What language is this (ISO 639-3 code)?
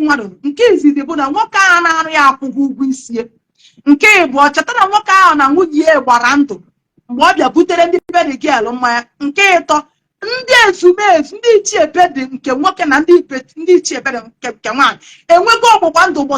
ibo